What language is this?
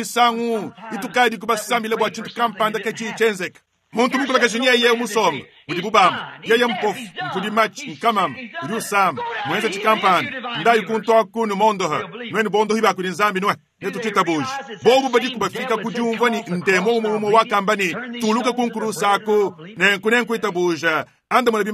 Luba-Lulua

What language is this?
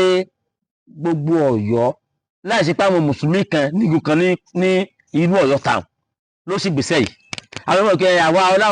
Yoruba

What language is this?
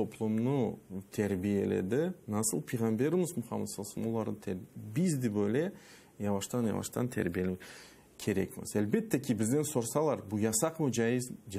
Crimean Tatar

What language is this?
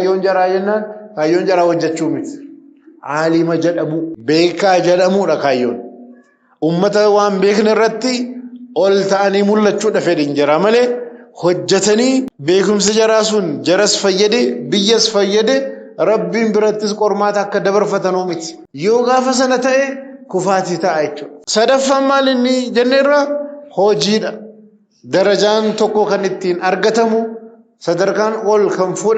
Oromo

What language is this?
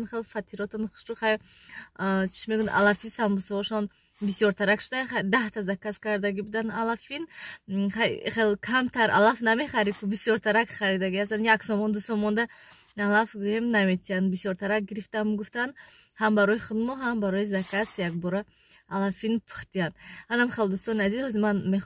Tajik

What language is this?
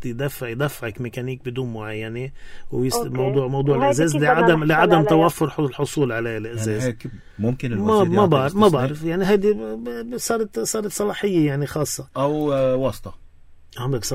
North Levantine Arabic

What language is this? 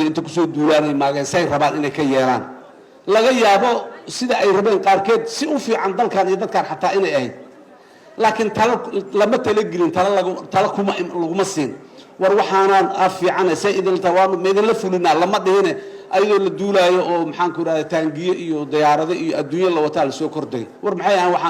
Somali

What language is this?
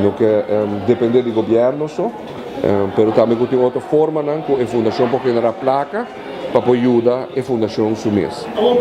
Papiamento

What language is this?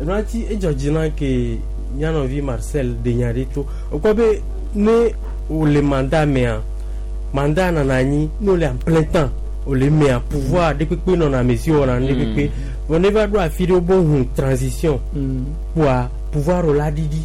Gen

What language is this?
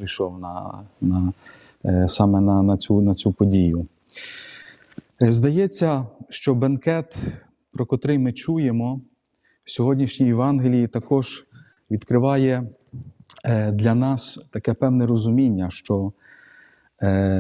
Ukrainian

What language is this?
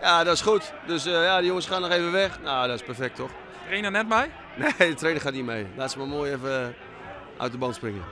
Western Frisian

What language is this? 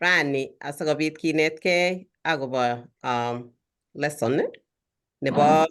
Kalenjin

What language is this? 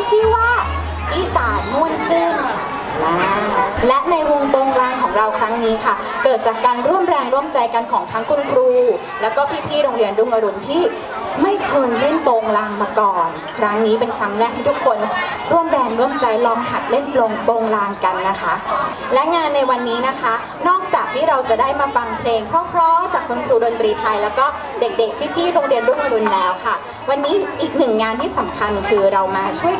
Thai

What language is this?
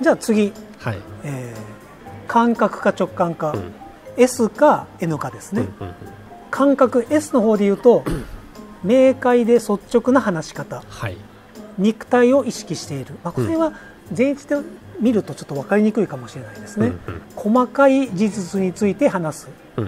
Japanese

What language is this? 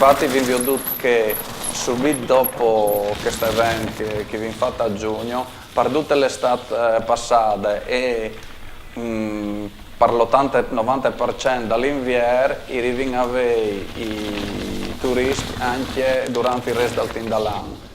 Friulian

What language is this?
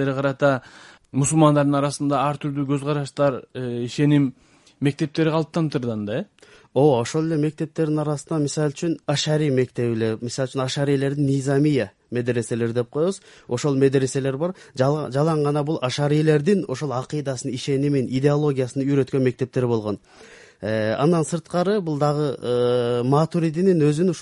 Kyrgyz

